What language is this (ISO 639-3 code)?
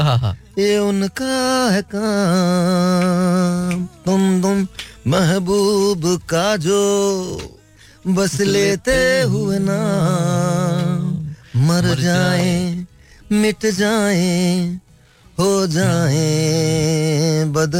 hin